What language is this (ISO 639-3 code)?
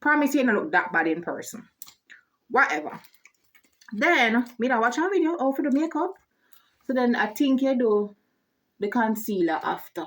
jam